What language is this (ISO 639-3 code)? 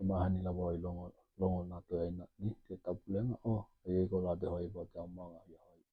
tkl